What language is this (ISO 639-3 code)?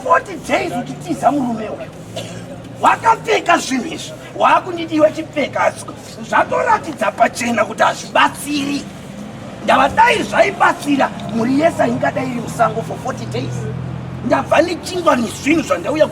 sna